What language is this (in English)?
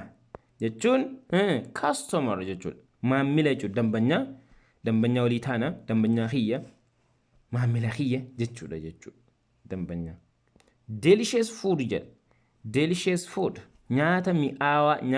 Oromo